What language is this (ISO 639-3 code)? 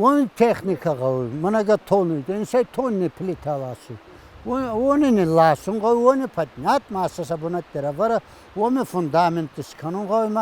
oss